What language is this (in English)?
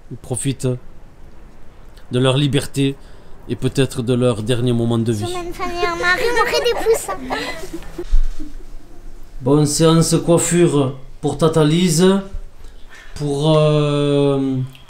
French